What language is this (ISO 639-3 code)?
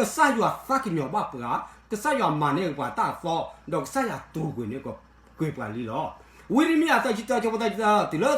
ksw